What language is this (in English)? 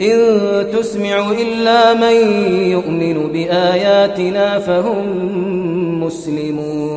Kashmiri